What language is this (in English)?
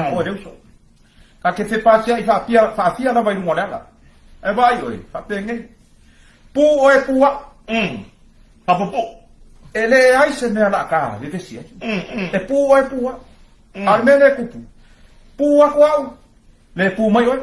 Samoan